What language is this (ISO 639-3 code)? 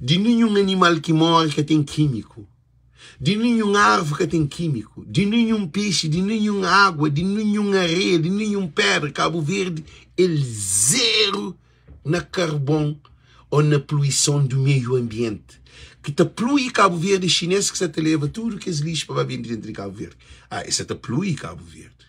kea